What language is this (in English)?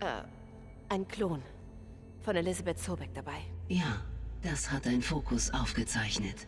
Bavarian